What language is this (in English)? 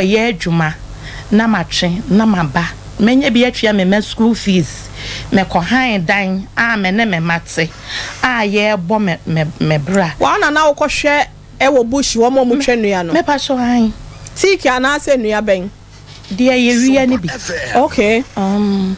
Akan